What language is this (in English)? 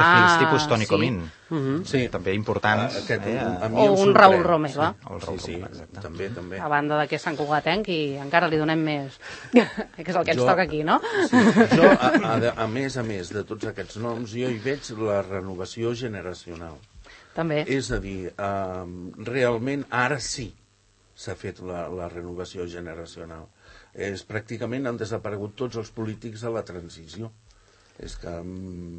Catalan